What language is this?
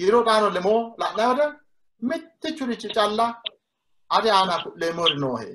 Sidamo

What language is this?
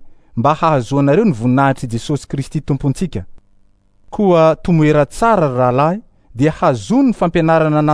Malagasy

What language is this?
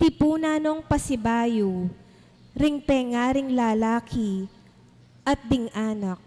Pampanga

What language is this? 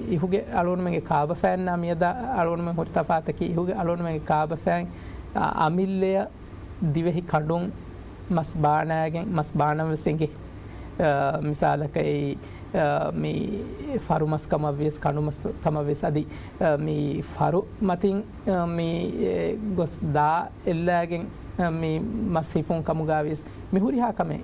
Divehi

